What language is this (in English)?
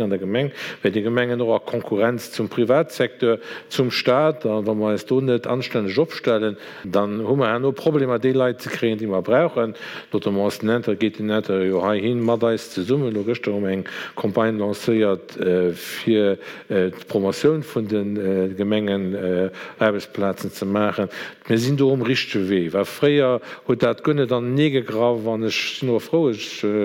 Luxembourgish